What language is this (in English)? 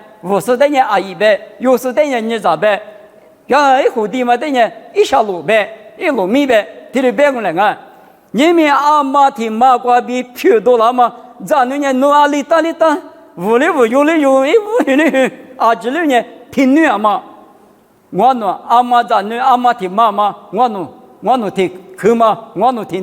Lisu